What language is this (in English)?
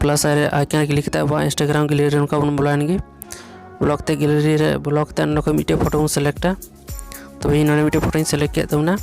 Santali